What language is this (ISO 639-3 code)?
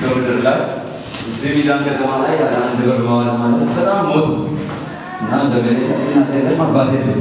amh